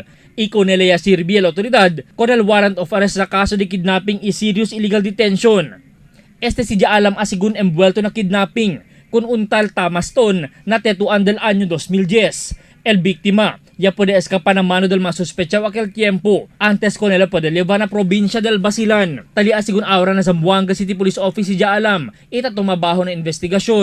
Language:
Chavacano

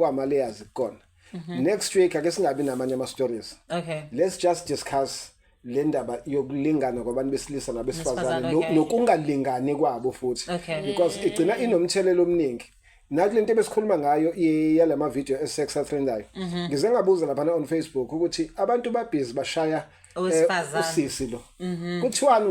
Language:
Zulu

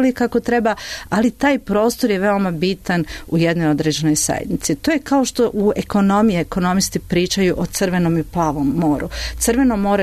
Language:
Serbian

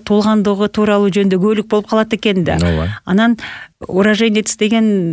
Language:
Kyrgyz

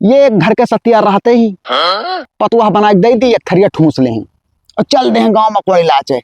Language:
Awadhi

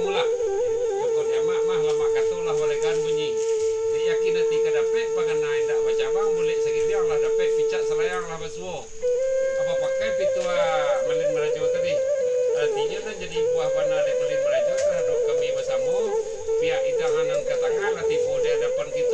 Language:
Minangkabau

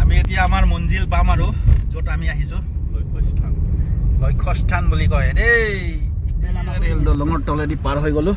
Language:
Assamese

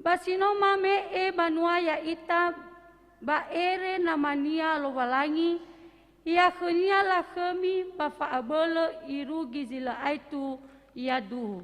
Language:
Nias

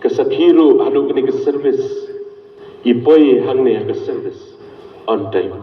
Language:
Khasi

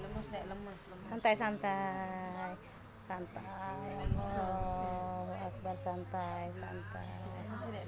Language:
Musi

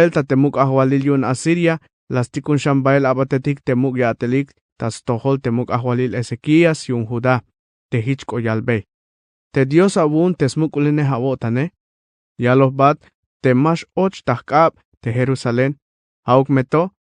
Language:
Tzeltal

